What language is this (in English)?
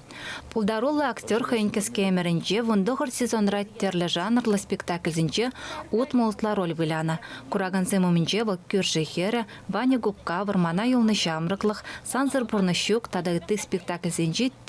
Chuvash